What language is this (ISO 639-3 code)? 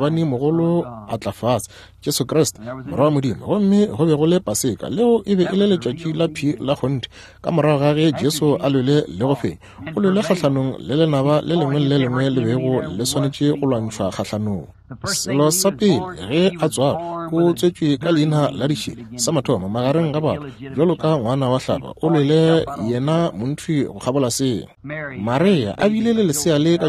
nso